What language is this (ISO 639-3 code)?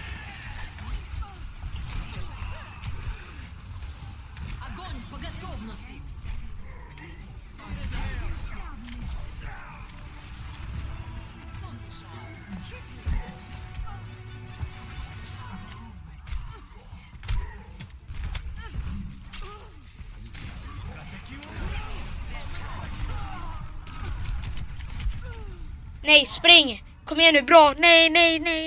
swe